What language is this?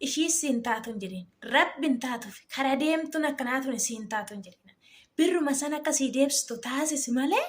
Oromo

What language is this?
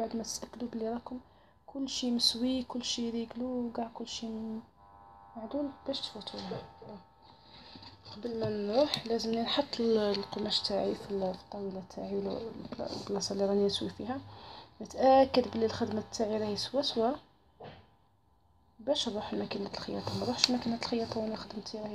Algerian Arabic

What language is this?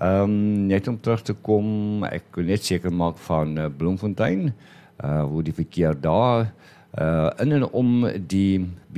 Afrikaans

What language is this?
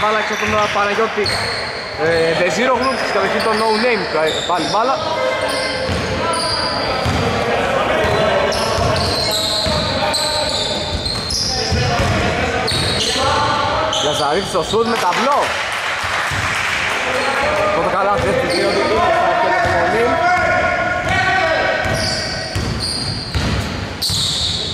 Greek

